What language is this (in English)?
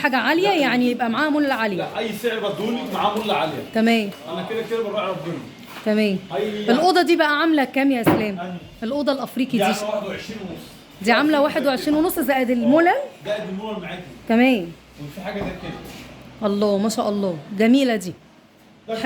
Egyptian Arabic